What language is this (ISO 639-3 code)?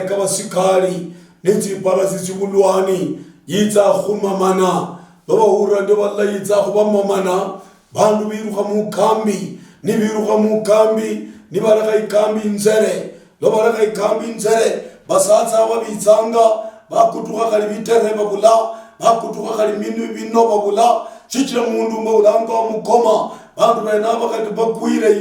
luy